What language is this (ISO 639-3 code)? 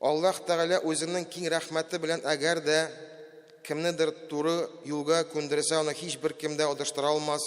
tat